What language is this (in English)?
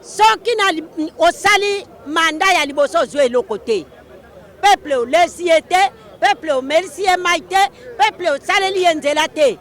Lingala